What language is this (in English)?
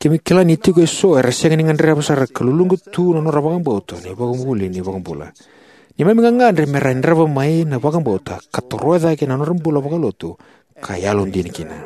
Fijian